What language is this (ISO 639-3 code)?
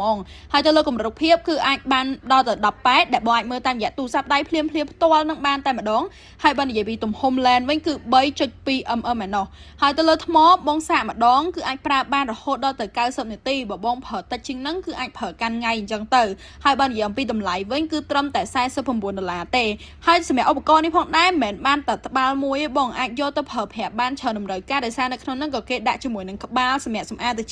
khm